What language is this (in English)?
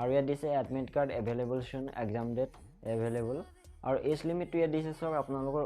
Assamese